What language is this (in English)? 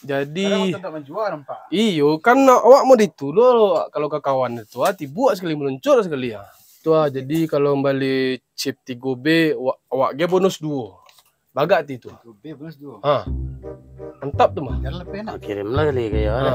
Minangkabau